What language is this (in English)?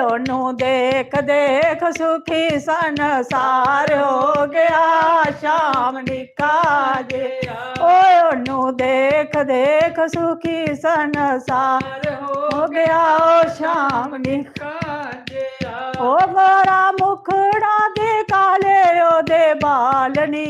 Dogri